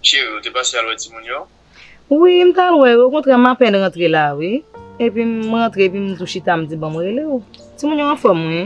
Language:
Haitian Creole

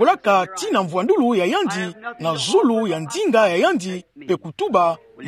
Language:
Kituba (Democratic Republic of Congo)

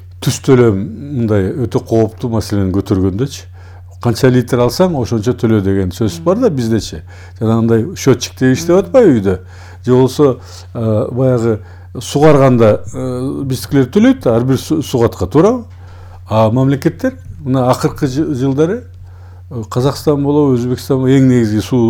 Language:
Kyrgyz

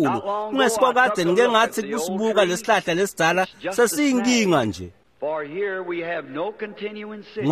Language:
Swati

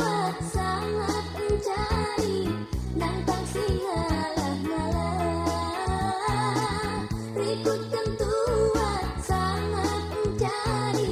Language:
Batak Karo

